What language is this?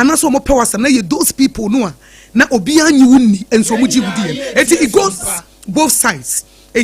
Akan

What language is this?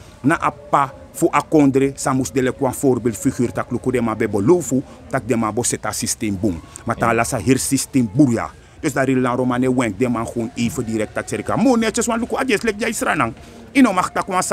Sranan Tongo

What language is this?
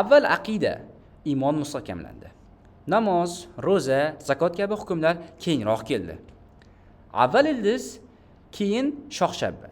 Uzbek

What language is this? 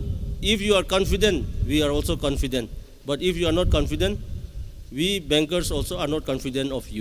Tangkhul Naga (India)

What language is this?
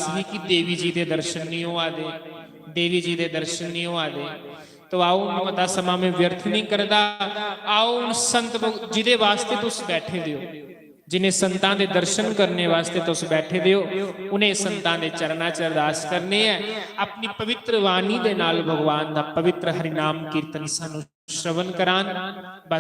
Dogri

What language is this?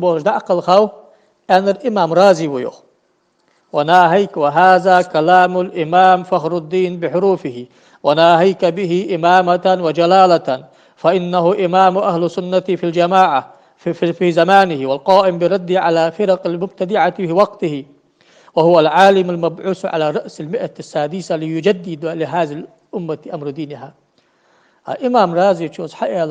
Ingush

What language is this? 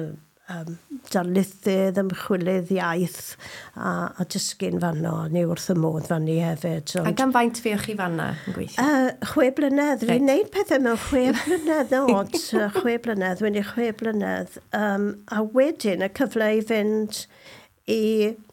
Welsh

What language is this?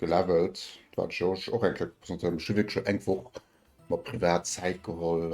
Luxembourgish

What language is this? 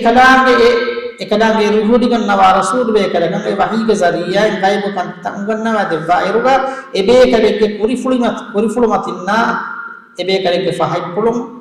Divehi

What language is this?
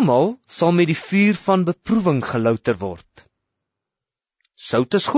Afrikaans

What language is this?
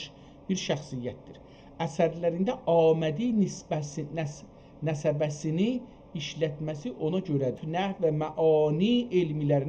South Azerbaijani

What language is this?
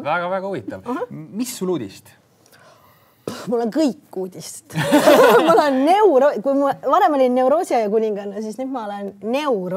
Estonian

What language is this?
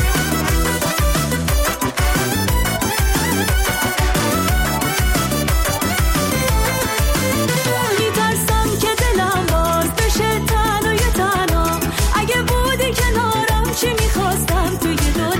Persian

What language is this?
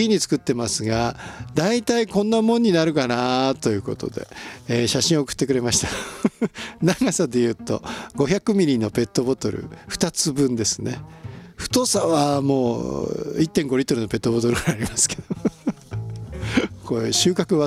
Japanese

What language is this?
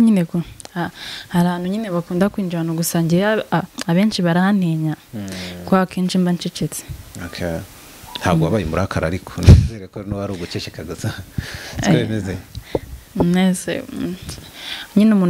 Kinyarwanda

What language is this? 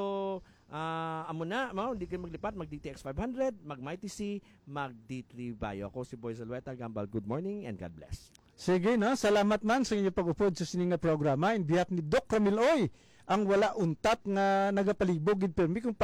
Hiligaynon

